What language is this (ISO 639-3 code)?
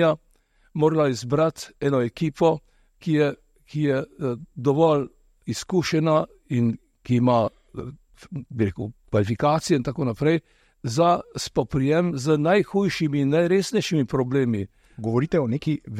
slv